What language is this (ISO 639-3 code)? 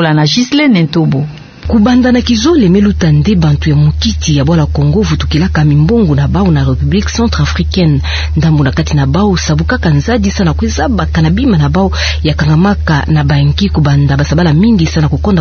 ktu